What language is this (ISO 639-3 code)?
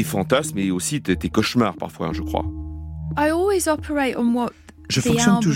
fra